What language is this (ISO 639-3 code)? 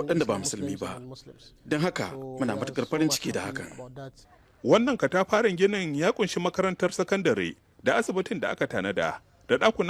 hau